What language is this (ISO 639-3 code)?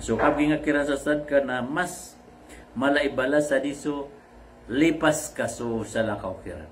mrw